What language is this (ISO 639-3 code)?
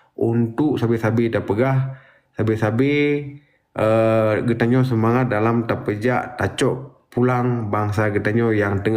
ace